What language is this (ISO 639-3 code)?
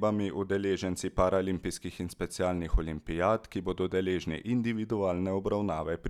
slv